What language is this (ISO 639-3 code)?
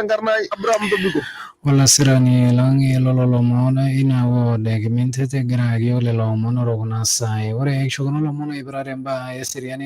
mas